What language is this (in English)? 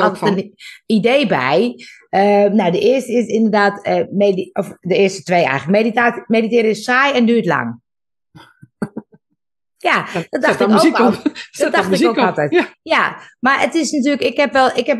Dutch